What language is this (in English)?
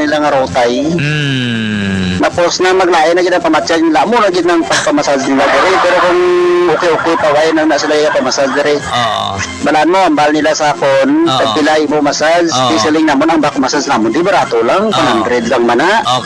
Hiligaynon